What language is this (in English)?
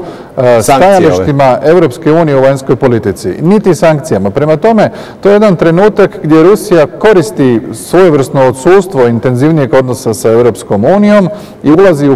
Croatian